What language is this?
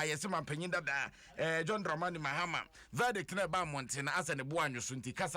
Akan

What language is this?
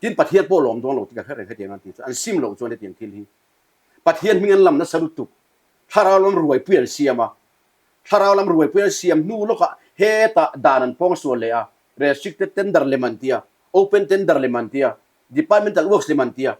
Mizo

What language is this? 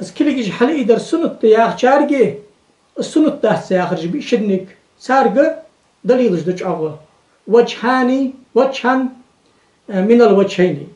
Ingush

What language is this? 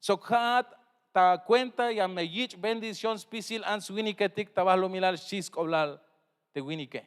Tzeltal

